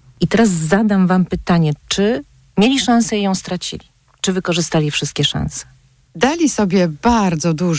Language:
Polish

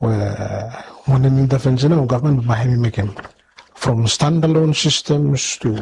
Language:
Bislama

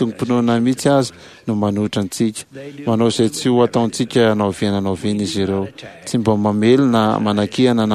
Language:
Malagasy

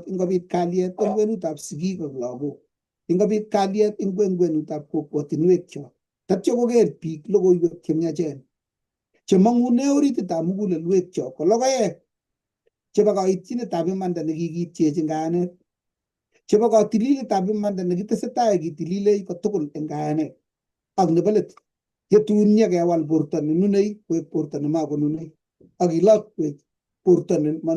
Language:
Kalenjin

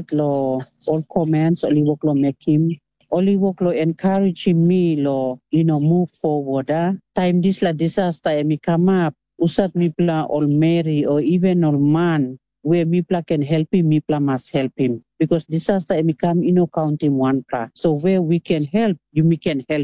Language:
Tok Pisin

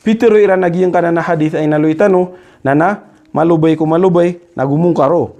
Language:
Maranao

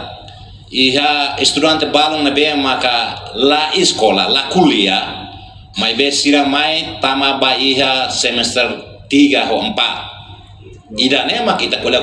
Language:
Tetum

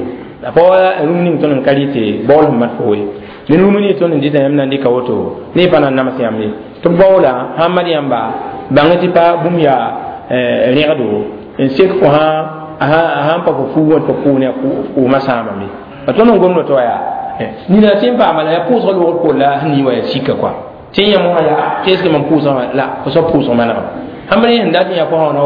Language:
Mossi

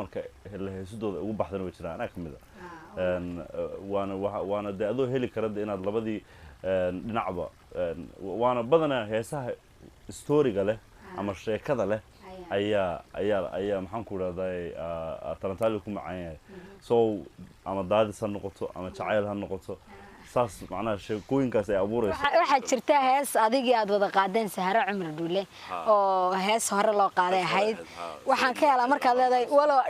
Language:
Somali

